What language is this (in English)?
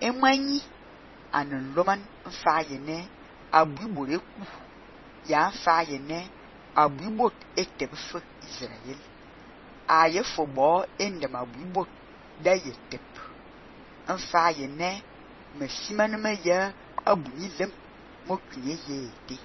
Fang